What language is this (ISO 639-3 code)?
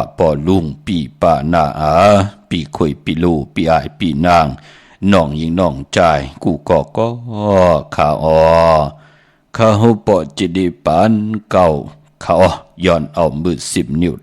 shn